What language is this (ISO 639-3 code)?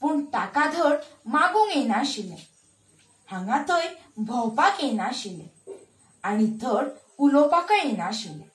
kok